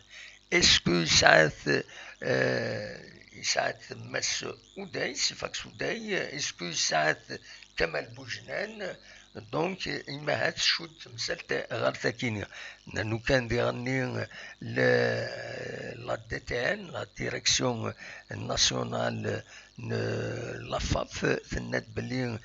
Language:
Kabyle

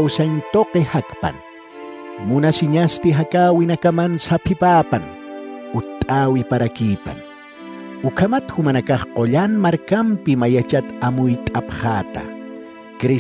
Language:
Aymara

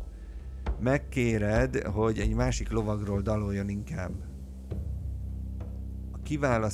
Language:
Hungarian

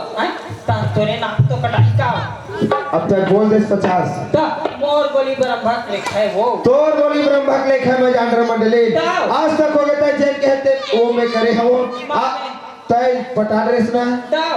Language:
Chhattisgarhi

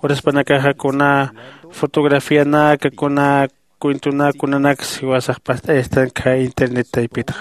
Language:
Aymara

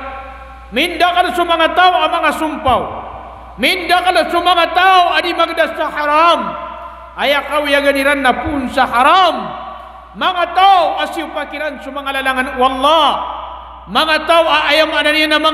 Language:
Maranao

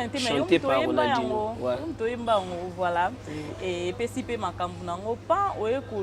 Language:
Lingala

